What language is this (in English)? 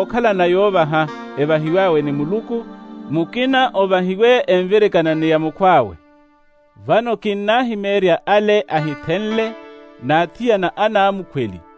Makhuwa